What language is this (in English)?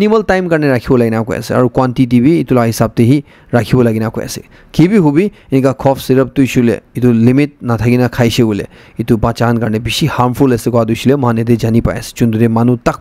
Naga Pidgin